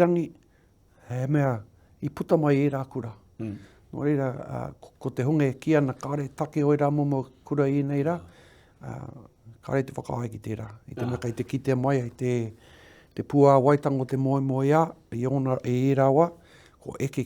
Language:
Māori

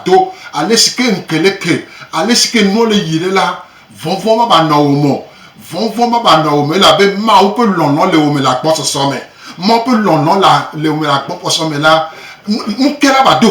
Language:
Gen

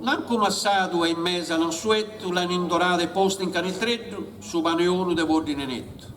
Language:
Sardinian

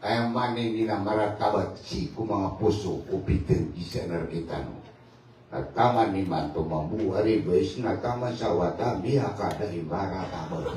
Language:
Maranao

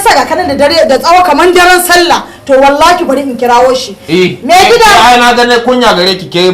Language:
Hausa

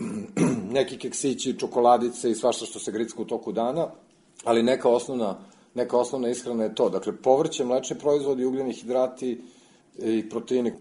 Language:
Serbian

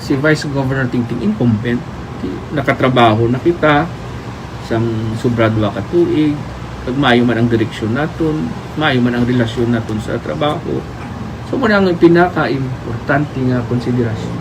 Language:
Hiligaynon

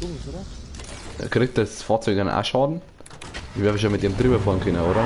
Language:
Bavarian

